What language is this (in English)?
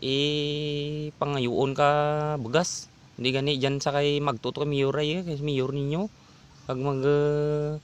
Hiligaynon